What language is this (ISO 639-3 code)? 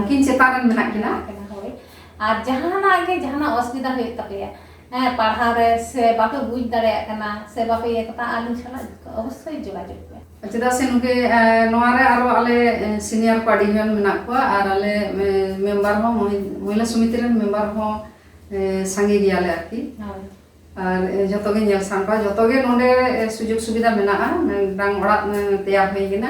sat